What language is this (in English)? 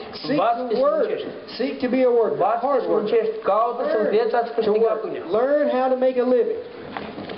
Romanian